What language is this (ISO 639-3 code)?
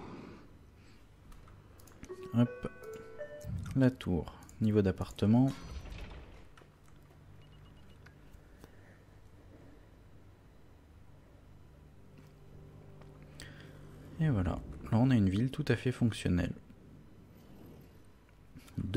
fra